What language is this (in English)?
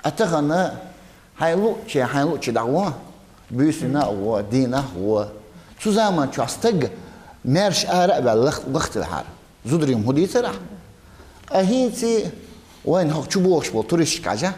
Chechen